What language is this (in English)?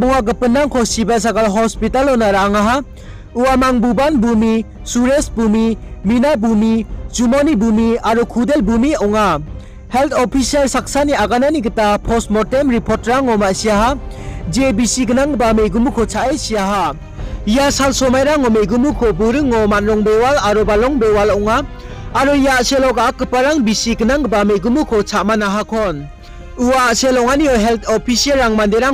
Garo